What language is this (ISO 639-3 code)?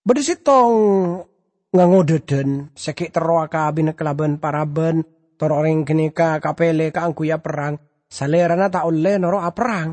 mad